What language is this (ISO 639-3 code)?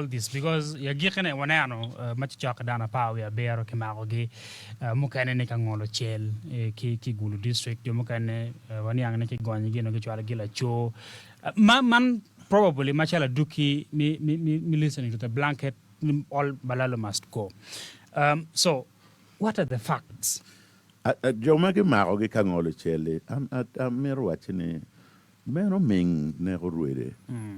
ach